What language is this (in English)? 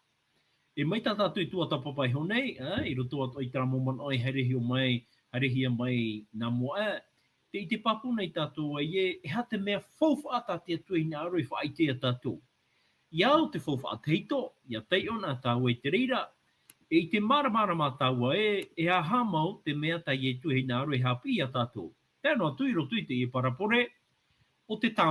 Tahitian